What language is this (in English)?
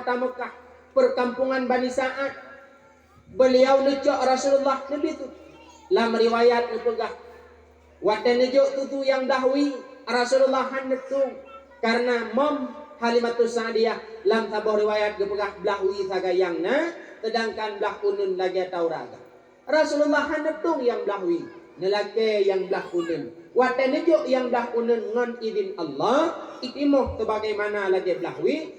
Achinese